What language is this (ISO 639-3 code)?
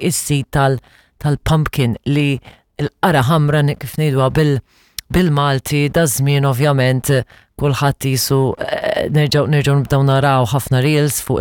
mlt